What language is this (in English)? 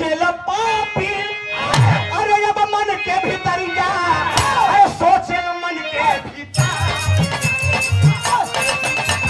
Bhojpuri